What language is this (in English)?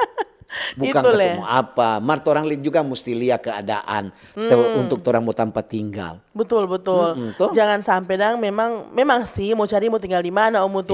Manado Malay